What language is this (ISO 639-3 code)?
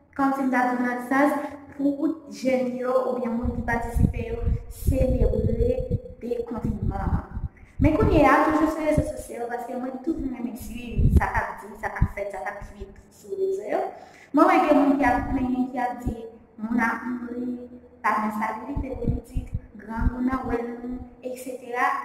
hat